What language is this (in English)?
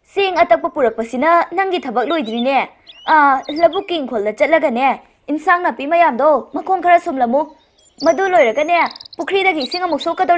Manipuri